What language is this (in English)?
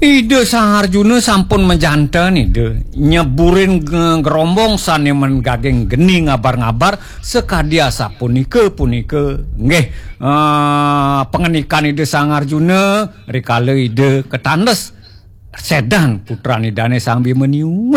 Balinese